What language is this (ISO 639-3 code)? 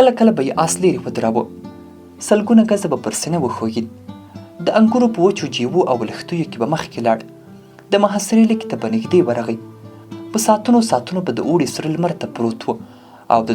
pus